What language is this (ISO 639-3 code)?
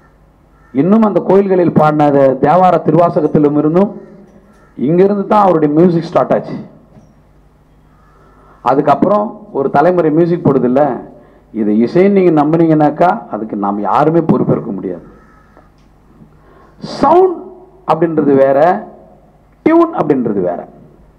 tam